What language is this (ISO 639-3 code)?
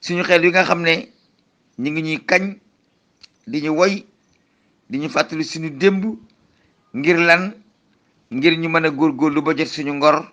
wol